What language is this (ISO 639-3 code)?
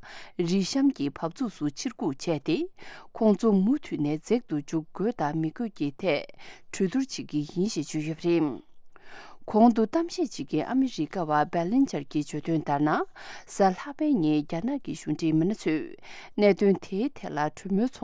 bod